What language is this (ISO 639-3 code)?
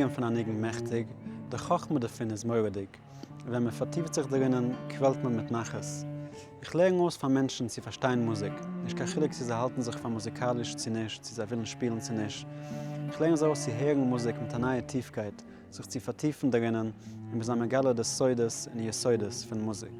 yid